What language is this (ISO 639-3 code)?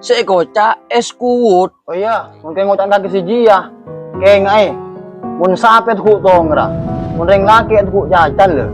mad